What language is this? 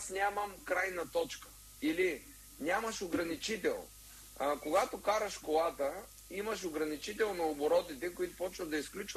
Bulgarian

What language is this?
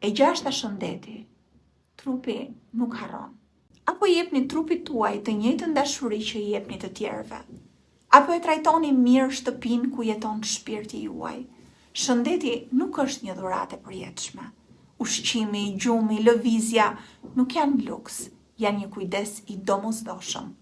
Albanian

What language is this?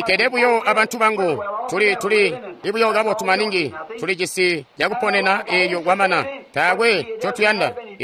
Tonga (Zambia)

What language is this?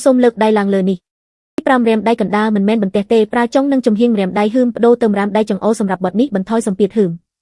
Khmer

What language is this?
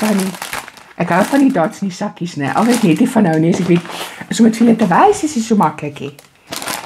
Afrikaans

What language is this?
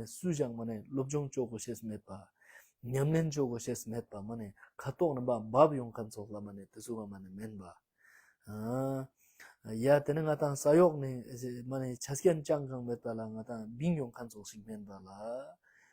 Ladakhi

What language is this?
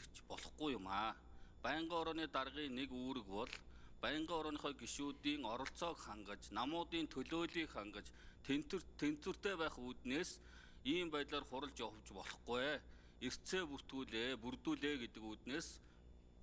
Mongolian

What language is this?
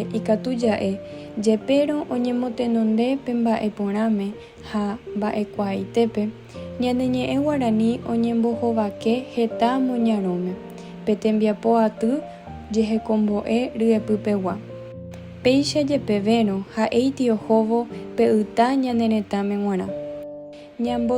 Guarani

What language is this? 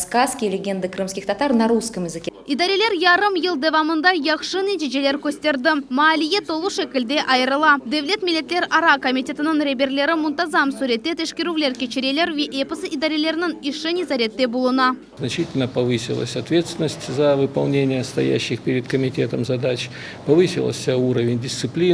Crimean Tatar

